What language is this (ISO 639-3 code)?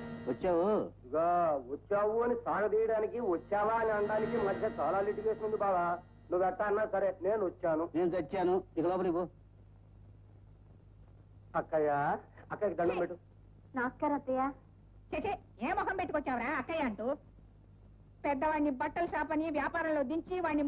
tel